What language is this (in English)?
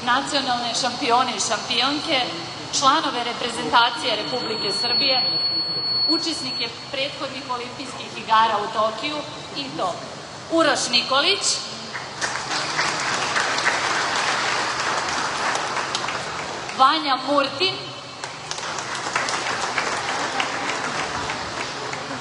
Serbian